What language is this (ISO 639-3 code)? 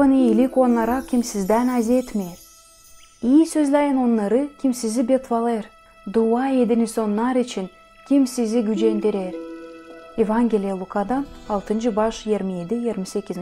gag